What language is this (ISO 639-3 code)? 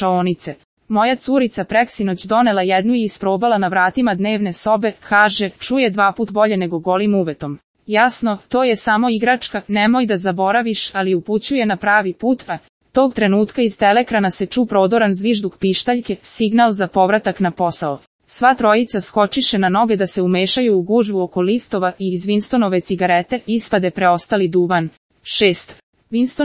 srp